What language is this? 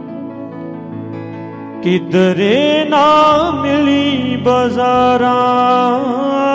Punjabi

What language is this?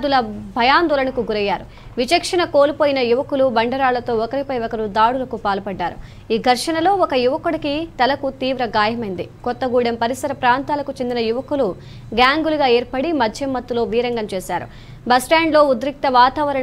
Telugu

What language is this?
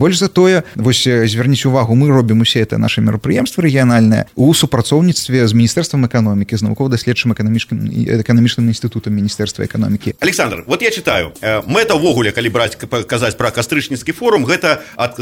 Belarusian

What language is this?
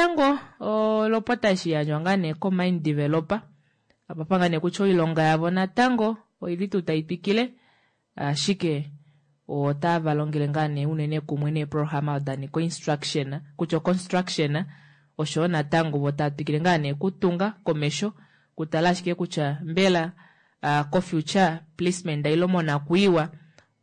Kuanyama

